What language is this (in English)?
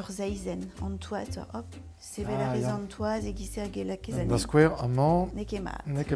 Breton